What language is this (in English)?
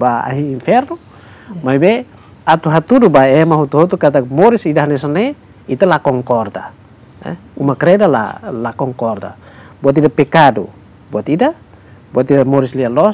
Tetum